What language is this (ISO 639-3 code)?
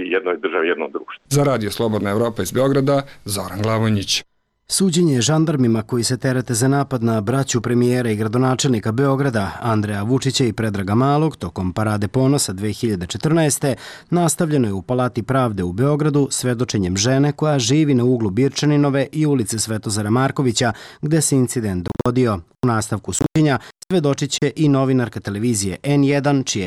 srp